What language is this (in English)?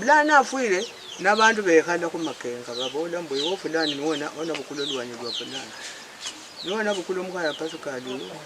Luyia